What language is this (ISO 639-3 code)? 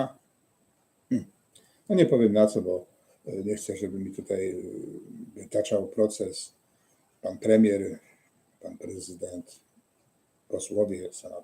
szl